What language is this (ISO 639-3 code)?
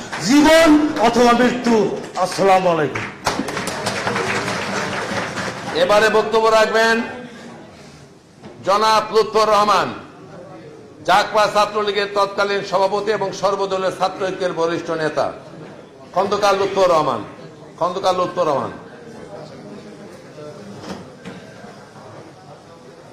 ben